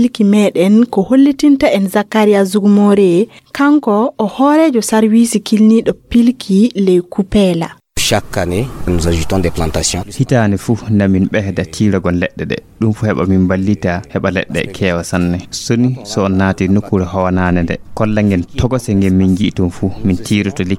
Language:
Fula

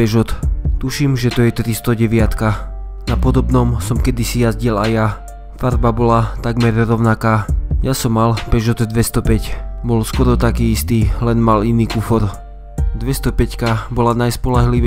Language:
Slovak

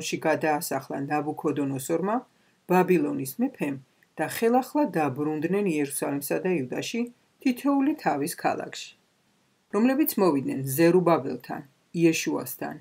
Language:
Georgian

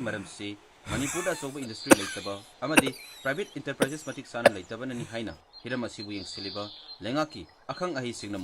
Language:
Manipuri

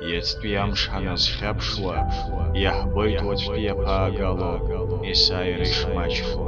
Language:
Abkhazian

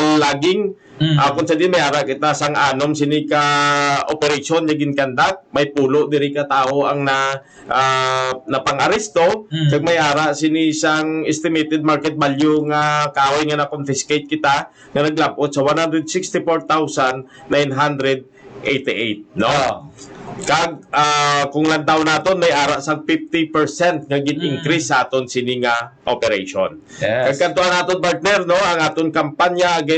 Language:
Hiligaynon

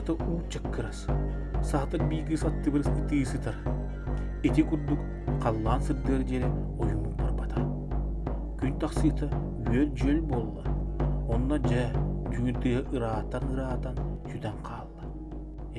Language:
Yakut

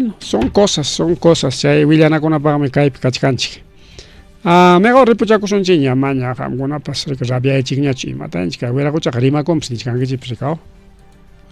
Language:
Ayacucho Quechua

